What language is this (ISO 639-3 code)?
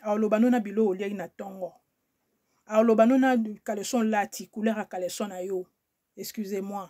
lin